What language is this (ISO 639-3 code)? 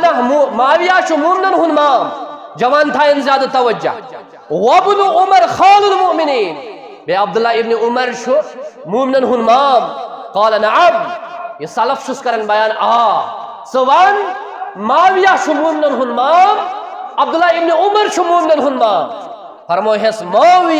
kas